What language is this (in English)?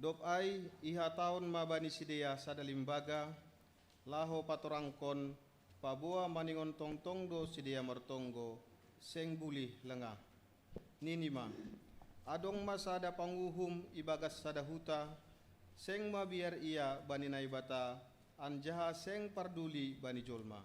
Batak Simalungun